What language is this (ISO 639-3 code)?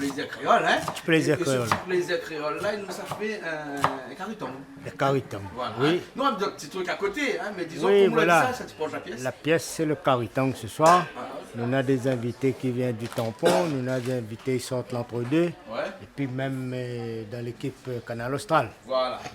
rcf